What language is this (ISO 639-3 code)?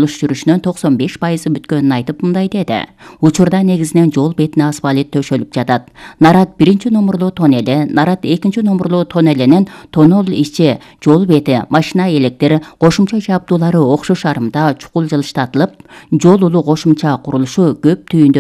kir